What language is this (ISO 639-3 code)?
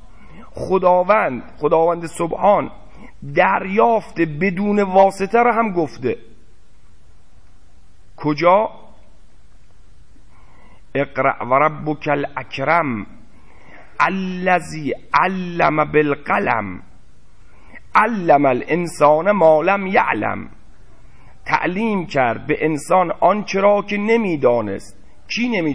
fas